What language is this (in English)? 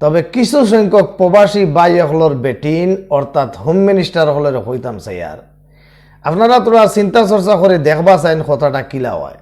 Sylheti